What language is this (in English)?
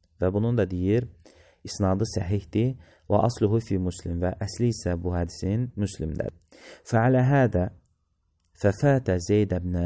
Azerbaijani